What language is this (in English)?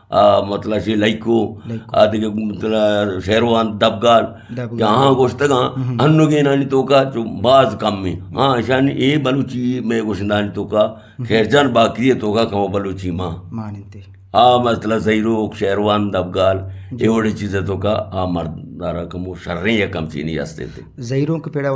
Eastern Balochi